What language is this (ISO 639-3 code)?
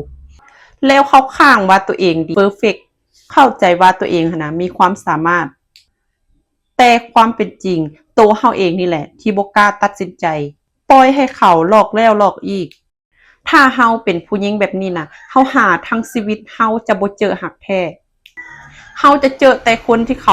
lao